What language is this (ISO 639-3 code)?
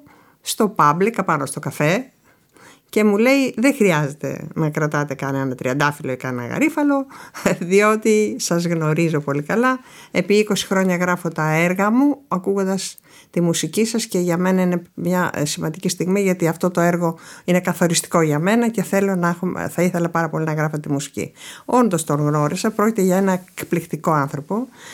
ell